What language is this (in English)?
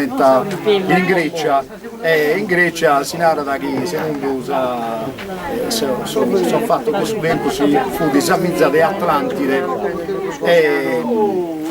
Sardinian